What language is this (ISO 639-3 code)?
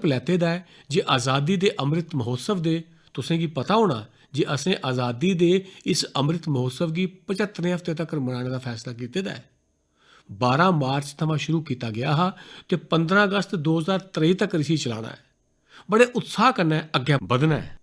doi